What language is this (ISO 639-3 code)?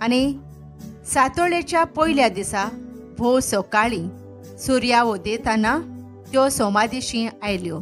kok